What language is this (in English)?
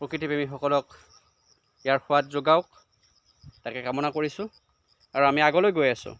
Assamese